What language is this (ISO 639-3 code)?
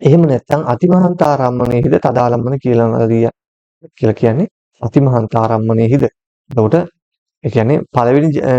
sin